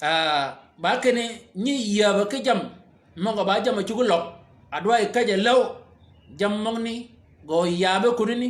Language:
Shilluk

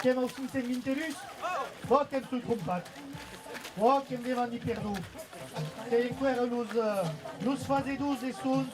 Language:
Occitan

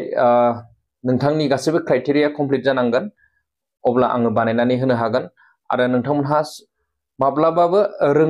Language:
Bodo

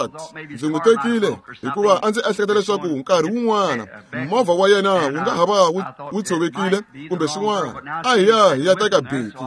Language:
Tsonga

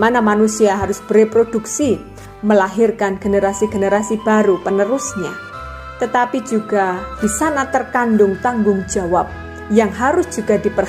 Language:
Indonesian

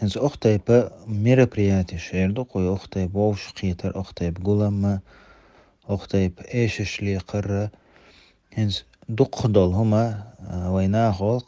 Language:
Chechen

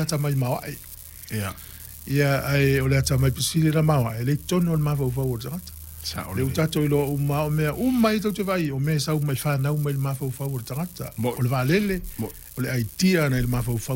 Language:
Samoan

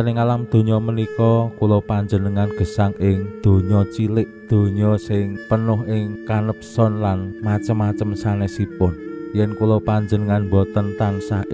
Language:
Javanese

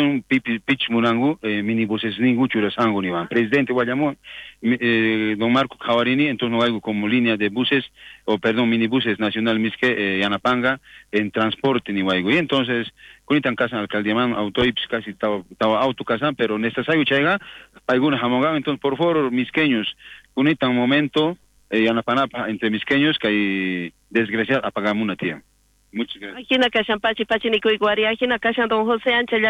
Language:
South Bolivian Quechua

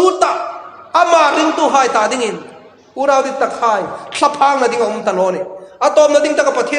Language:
Hmar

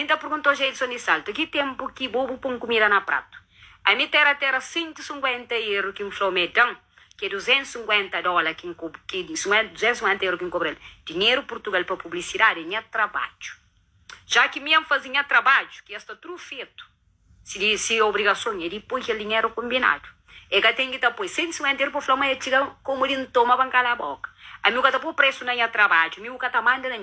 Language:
Kabuverdianu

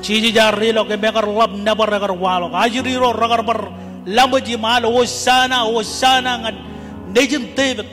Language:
Marshallese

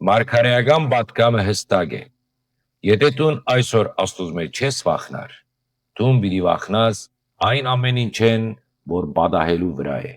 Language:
Western Armenian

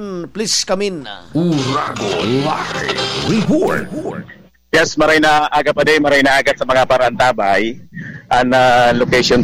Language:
Bikol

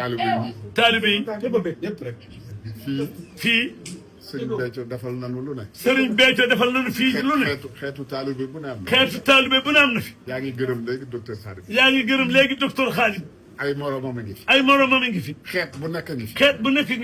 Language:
Wolof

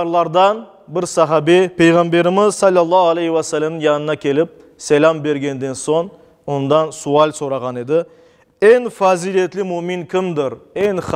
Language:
Crimean Tatar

